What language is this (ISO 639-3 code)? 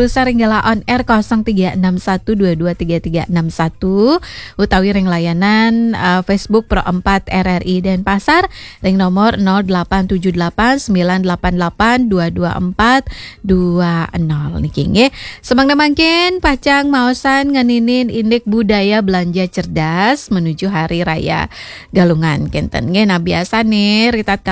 ban